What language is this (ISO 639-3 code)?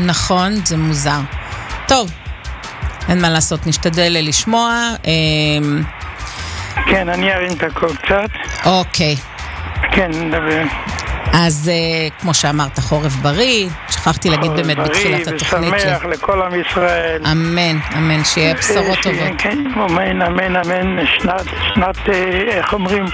heb